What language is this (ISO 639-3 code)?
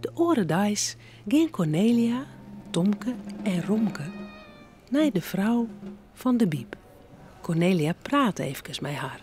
fry